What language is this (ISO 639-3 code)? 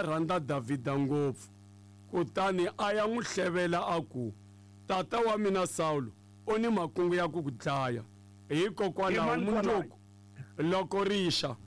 tso